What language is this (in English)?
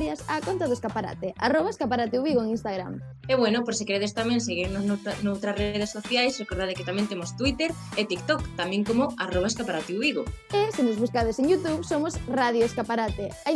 Galician